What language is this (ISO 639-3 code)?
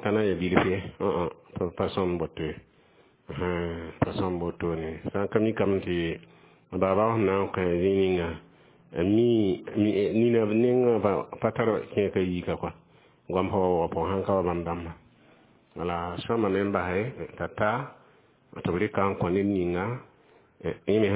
mos